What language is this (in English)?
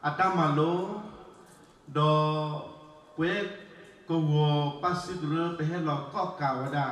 S'gaw Karen